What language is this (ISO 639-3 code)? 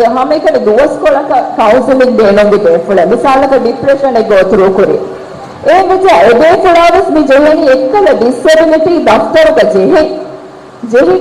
div